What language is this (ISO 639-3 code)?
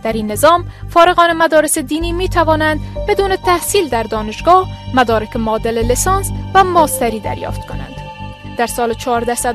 fas